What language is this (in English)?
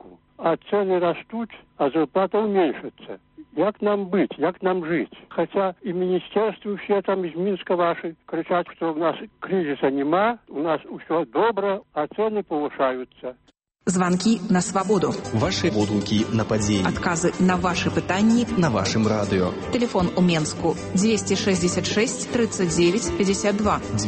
Belarusian